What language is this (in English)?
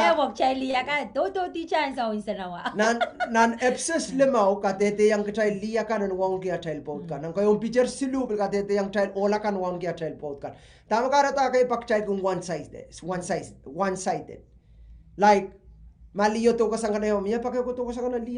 Pohnpeian